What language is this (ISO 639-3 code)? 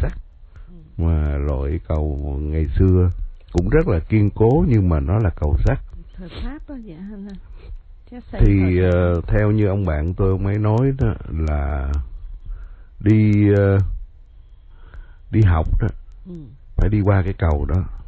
vie